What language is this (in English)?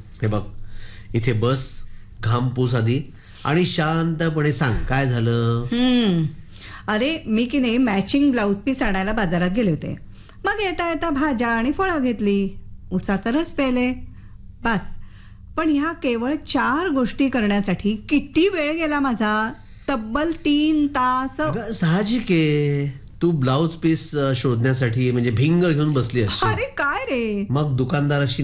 Marathi